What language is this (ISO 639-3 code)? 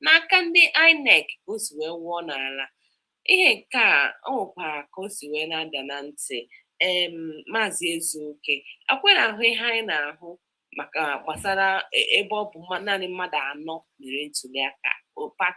ibo